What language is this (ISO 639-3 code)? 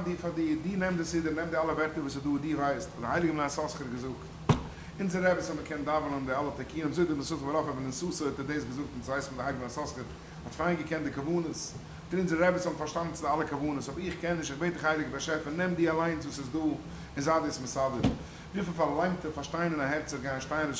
yid